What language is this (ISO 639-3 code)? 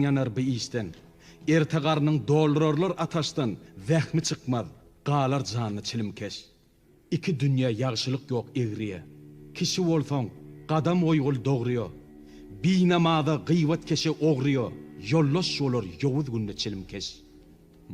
tuk